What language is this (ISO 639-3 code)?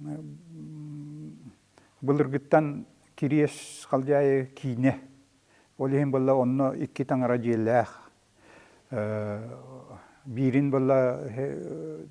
sah